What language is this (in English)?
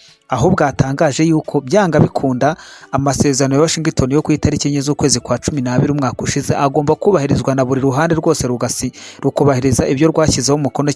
Kinyarwanda